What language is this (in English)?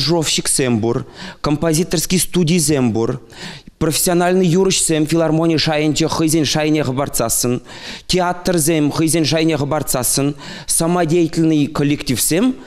Chuvash